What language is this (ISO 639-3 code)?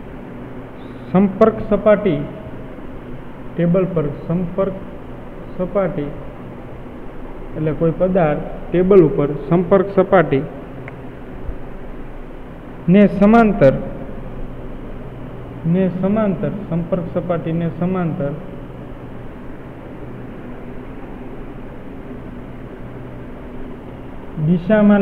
guj